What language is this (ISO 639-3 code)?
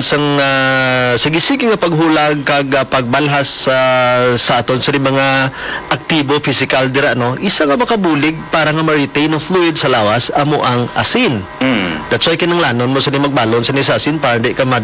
hil